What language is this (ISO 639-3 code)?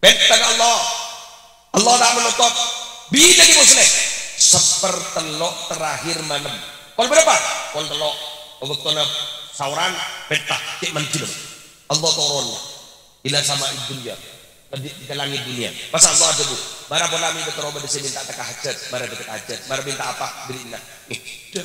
mad